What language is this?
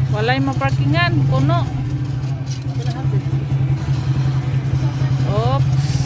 Filipino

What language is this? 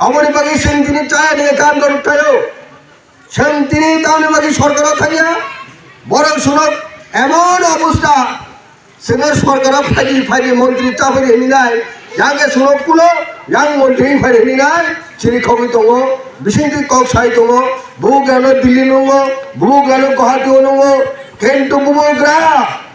Kok Borok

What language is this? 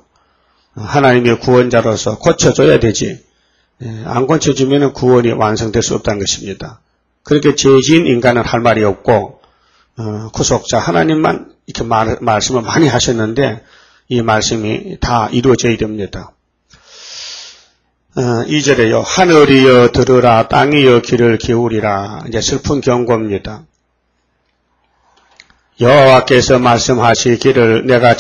Korean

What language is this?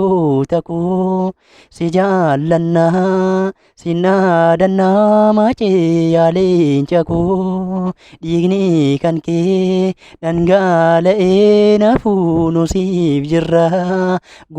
Oromo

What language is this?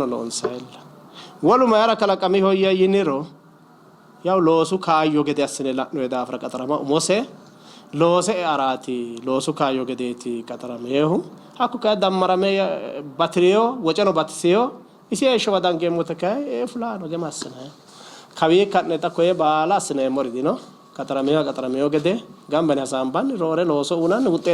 Sidamo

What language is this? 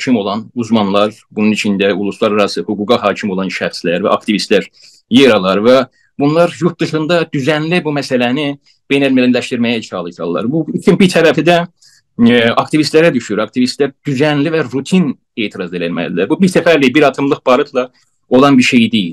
South Azerbaijani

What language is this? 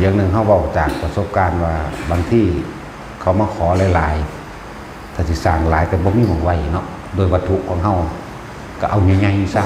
Northeastern Thai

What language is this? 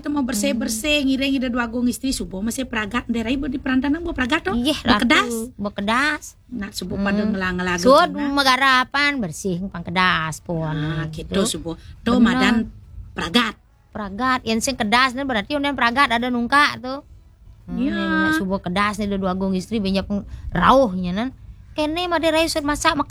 Balinese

